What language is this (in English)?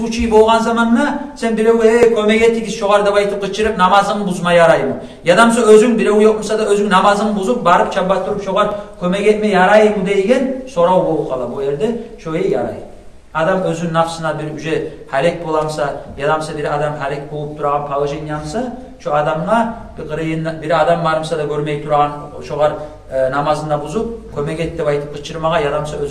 Kumyk